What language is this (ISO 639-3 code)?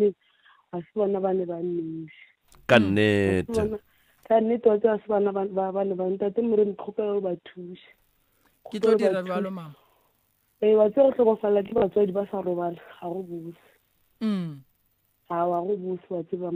nso